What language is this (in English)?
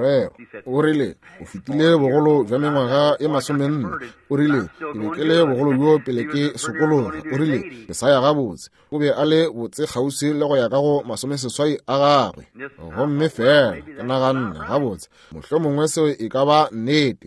Northern Sotho